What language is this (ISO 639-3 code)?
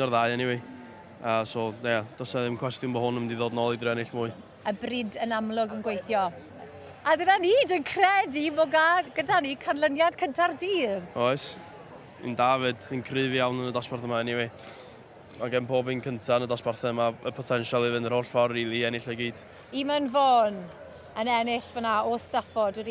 cym